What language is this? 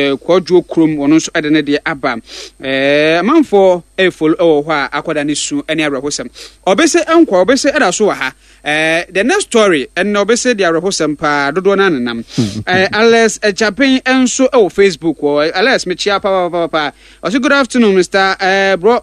Akan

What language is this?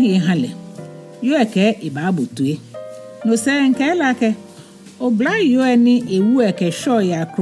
Ga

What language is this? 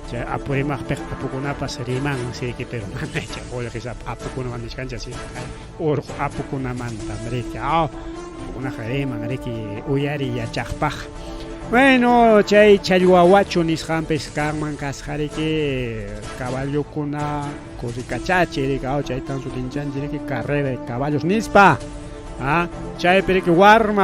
Ayacucho Quechua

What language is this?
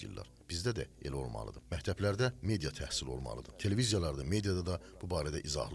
Azerbaijani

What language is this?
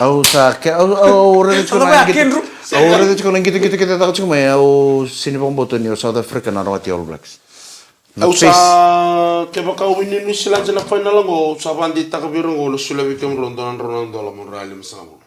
Fijian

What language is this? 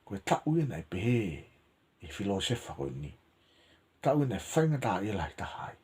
Tongan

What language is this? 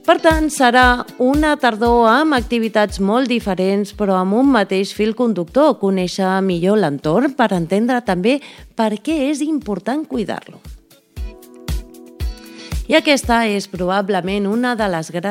Catalan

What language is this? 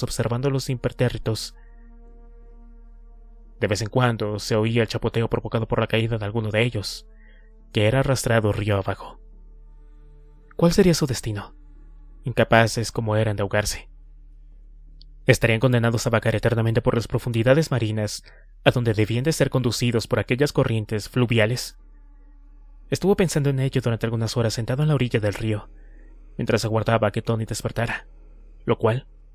Spanish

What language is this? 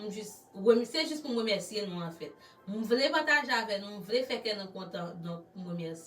Haitian Creole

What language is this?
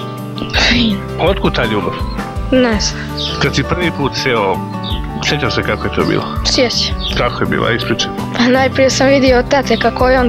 Serbian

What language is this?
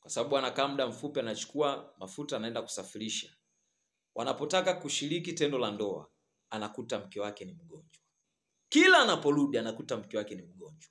Swahili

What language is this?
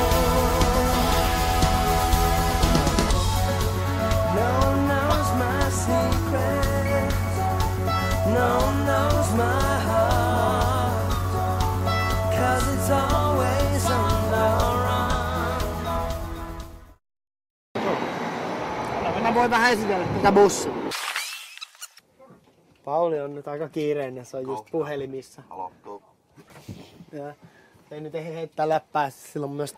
Finnish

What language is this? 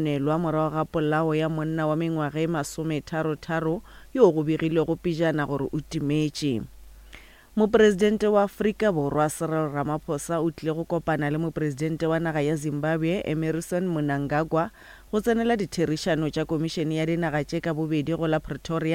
Northern Sotho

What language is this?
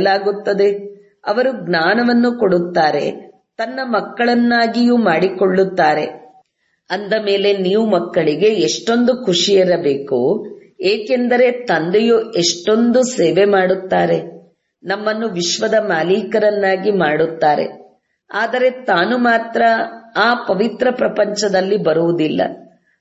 Kannada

